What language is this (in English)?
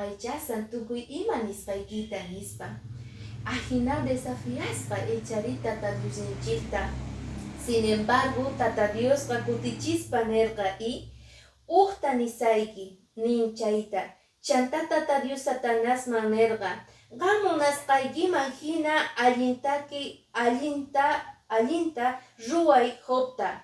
Quechua